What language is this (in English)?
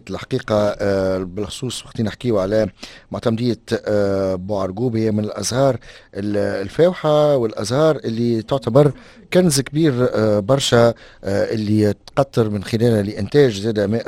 Tunisian Arabic